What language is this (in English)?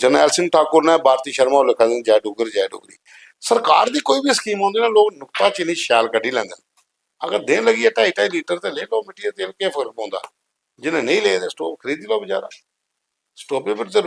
Dogri